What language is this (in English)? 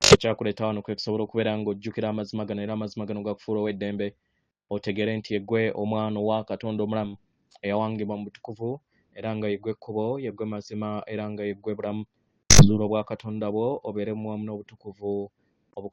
Ganda